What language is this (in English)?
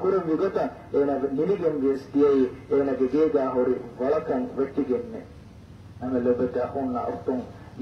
Divehi